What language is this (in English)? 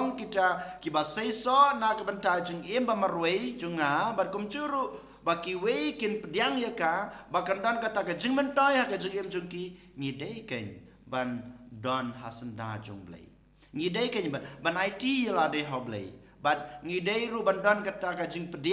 Khasi